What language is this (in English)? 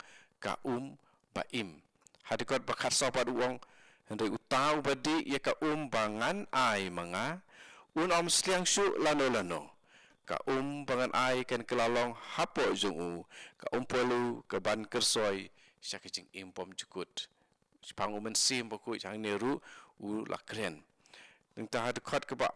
Khasi